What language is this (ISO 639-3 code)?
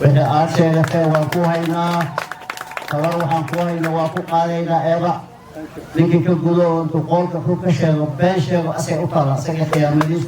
som